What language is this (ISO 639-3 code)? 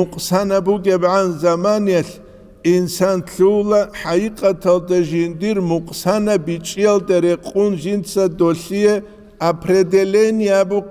ava